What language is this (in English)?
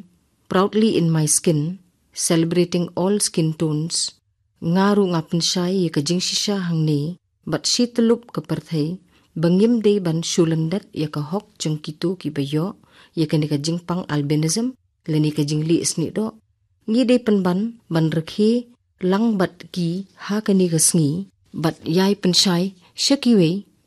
Khasi